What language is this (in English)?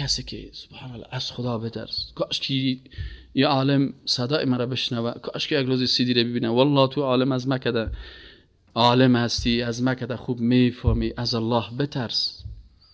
Persian